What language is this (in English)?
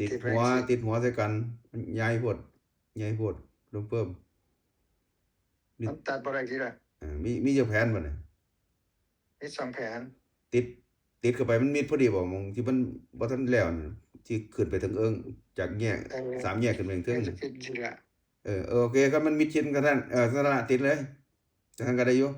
Northeastern Thai